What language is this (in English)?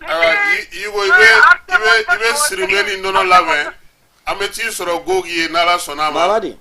Bambara